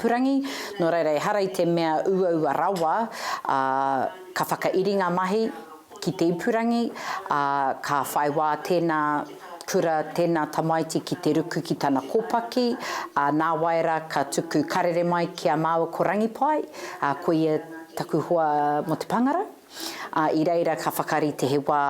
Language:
Māori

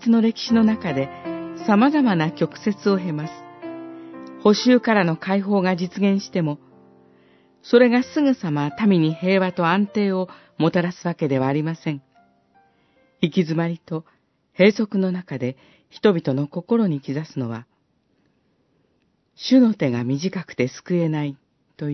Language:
Japanese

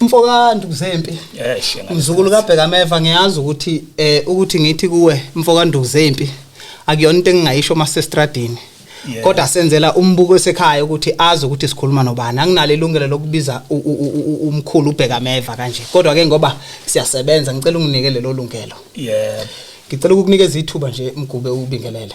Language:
Zulu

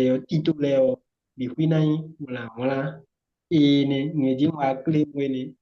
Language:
Fon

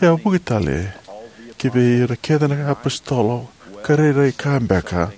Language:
Fijian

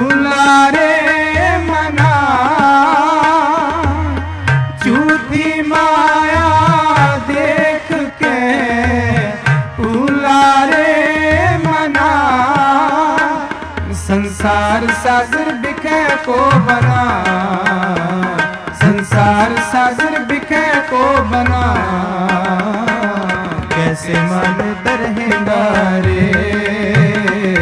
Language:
Hindi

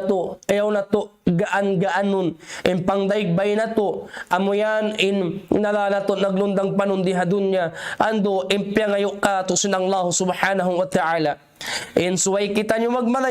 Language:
Tausug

